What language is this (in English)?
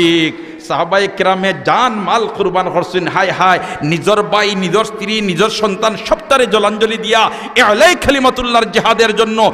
Sylheti